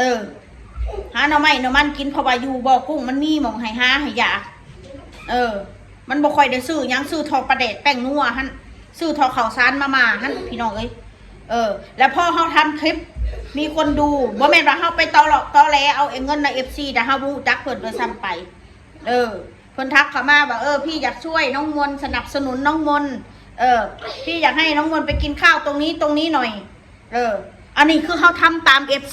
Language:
Northeastern Thai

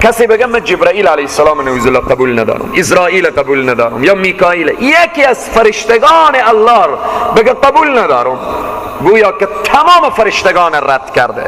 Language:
Persian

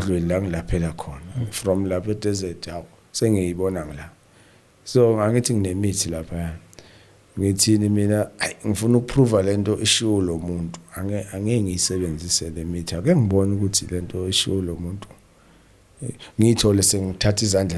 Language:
Zulu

